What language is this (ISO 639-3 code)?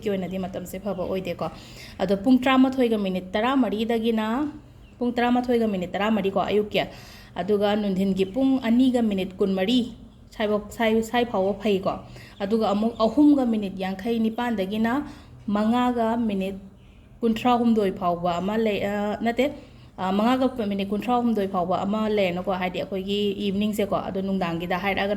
mni